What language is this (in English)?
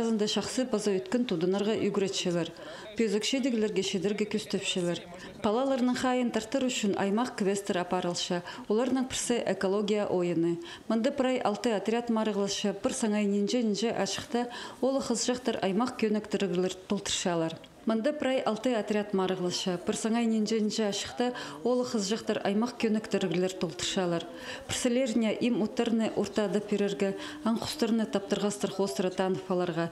Khakas